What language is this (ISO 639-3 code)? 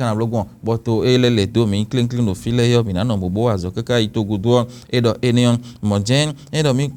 fon